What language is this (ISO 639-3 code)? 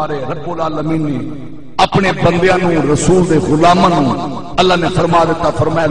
skr